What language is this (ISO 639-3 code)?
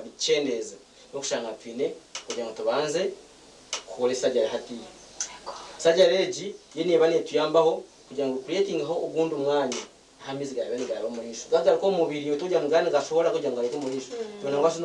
nyn